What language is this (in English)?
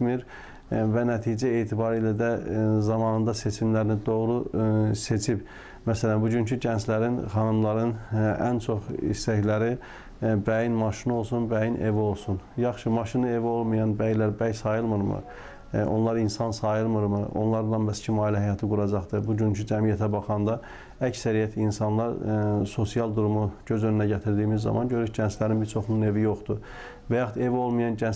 Azerbaijani